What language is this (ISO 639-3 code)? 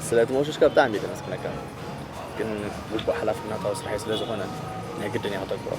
tir